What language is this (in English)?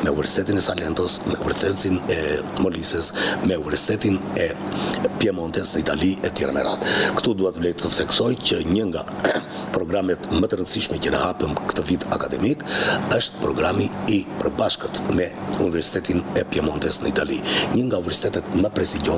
Albanian